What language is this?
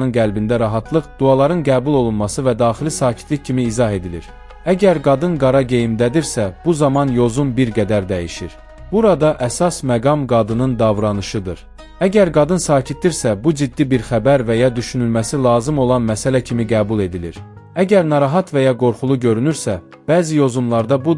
Azerbaijani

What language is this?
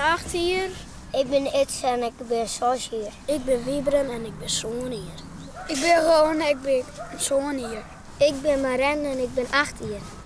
Western Frisian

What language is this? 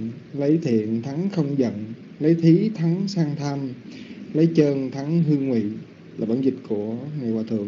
Vietnamese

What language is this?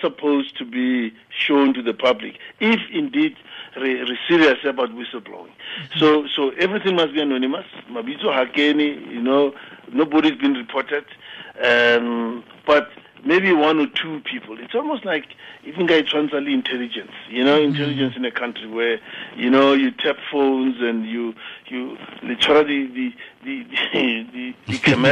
Tswana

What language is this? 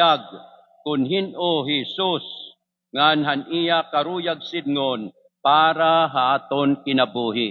Waray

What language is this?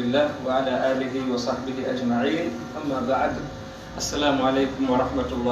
Pular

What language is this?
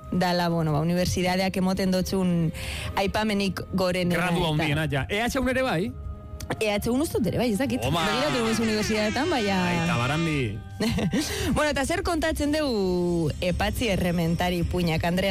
Basque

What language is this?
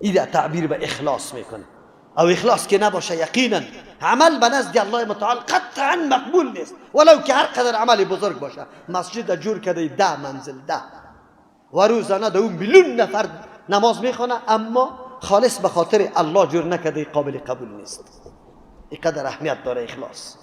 Persian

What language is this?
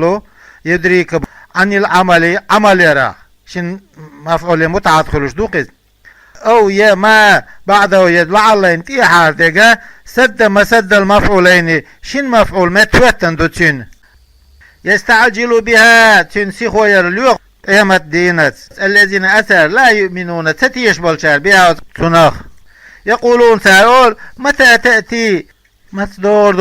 Chechen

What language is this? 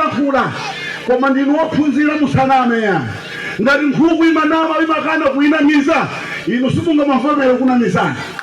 Nyanja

